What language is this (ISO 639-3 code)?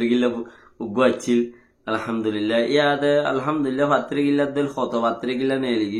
rhg